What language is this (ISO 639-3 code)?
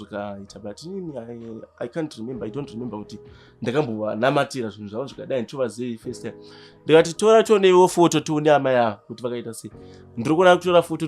sna